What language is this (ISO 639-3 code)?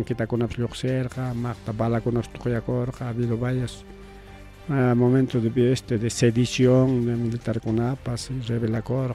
quy